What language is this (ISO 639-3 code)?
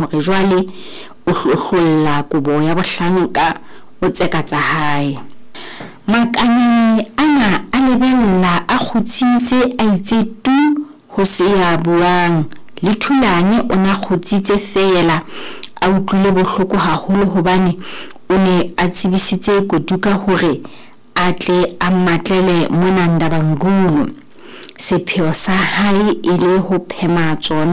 sot